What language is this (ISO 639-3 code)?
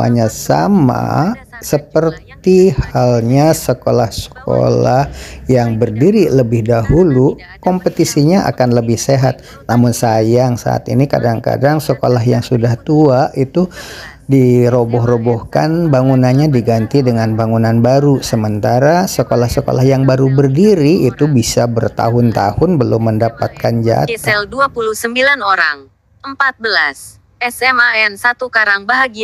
ind